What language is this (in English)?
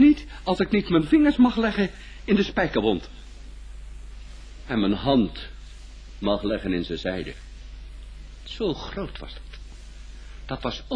Dutch